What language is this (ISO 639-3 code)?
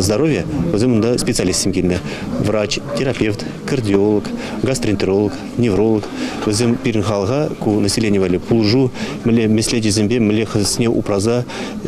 chv